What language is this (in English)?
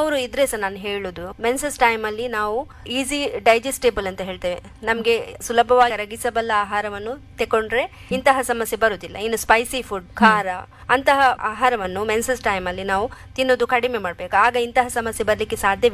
Kannada